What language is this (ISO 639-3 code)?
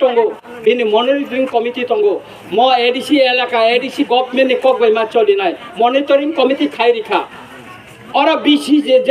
trp